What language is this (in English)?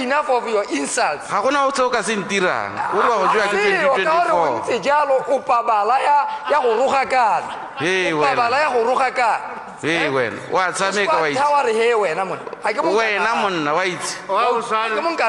Tswana